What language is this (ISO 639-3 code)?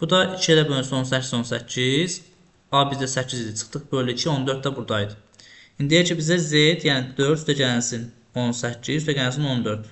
aze